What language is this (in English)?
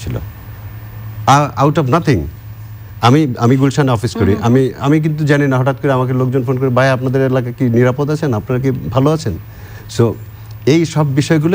Bangla